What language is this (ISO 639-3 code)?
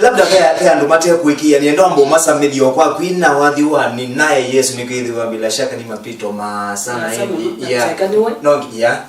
kam